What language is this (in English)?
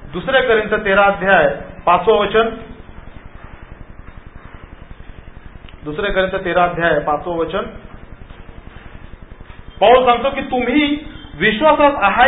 Marathi